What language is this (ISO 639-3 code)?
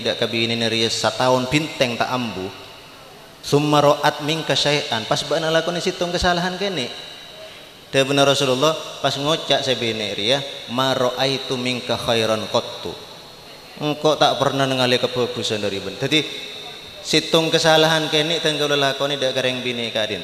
mad